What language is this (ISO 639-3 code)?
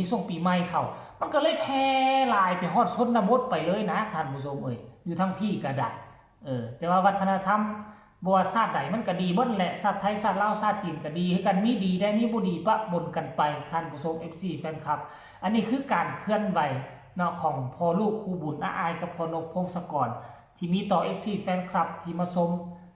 tts